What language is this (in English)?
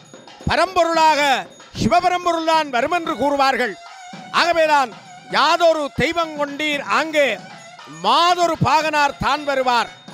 Tamil